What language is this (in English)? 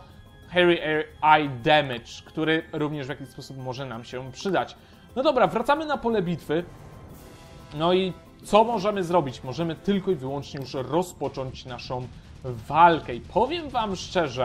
Polish